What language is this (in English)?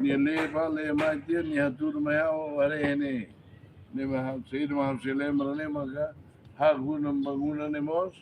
Tetum